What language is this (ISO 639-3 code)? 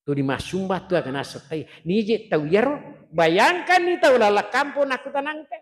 bug